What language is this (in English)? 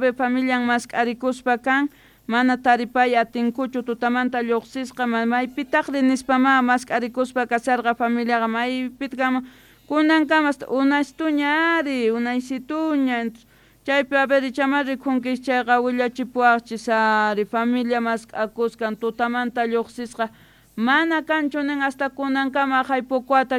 South Bolivian Quechua